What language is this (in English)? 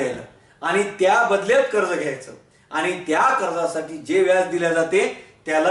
Marathi